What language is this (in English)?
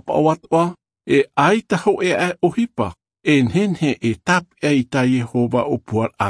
Tahitian